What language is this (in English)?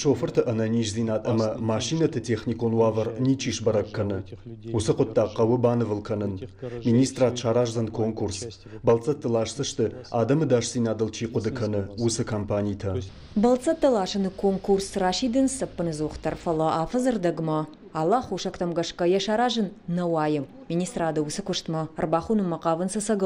Ossetic